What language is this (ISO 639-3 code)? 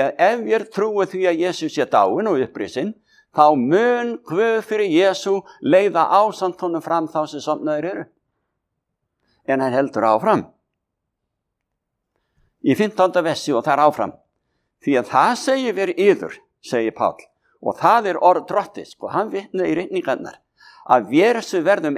isl